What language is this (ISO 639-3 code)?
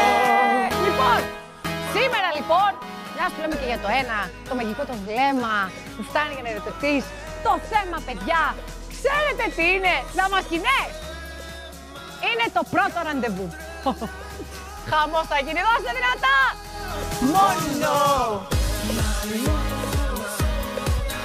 ell